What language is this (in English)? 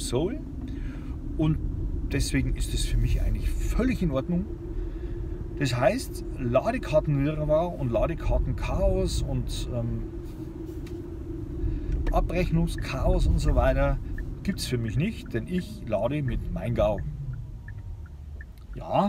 German